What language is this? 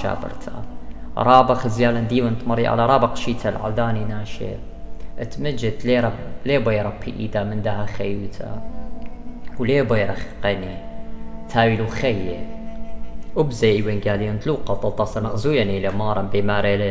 Assyrian Neo-Aramaic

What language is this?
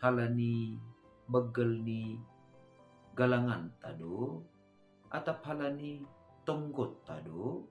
Batak Simalungun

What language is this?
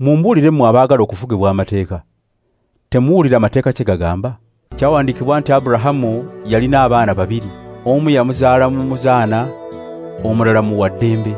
Ganda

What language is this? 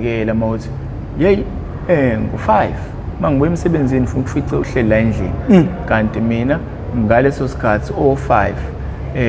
Zulu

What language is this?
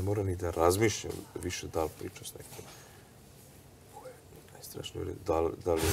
Serbian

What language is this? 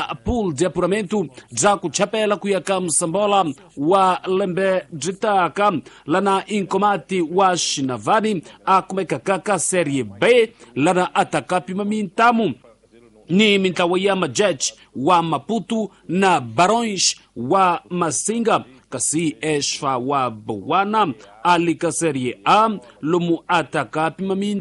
Tsonga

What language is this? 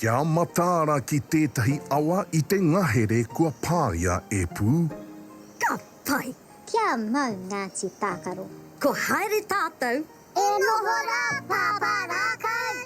Māori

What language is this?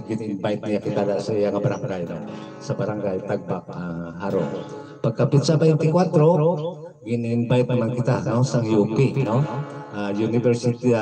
Hiligaynon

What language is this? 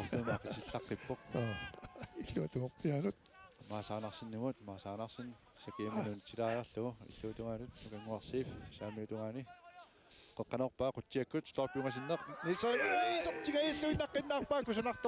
Kalaallisut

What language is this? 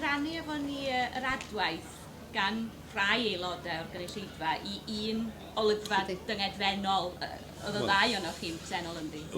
Welsh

